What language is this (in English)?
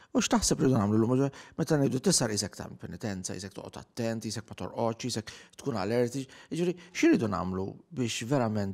Maltese